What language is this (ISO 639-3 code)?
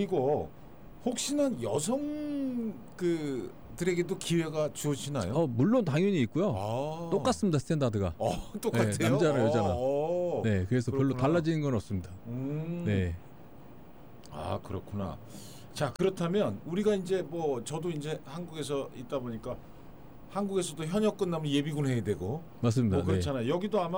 kor